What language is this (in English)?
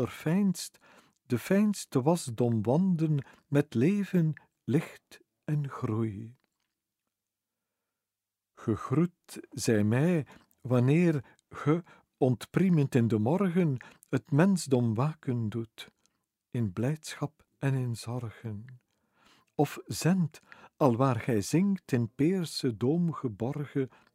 Dutch